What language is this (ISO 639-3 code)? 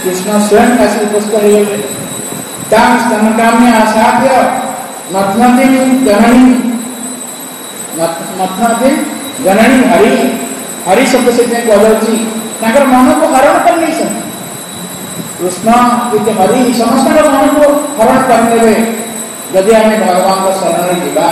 ori